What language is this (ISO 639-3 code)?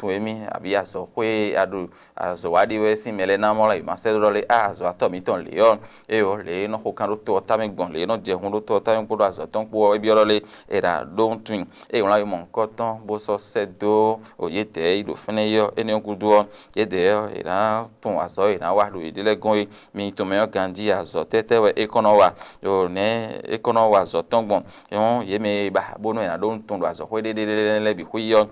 fon